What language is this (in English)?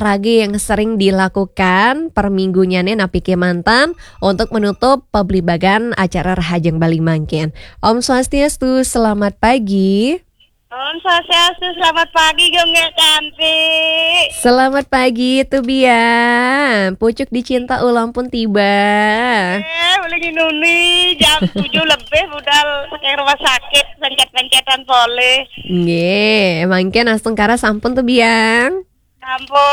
Balinese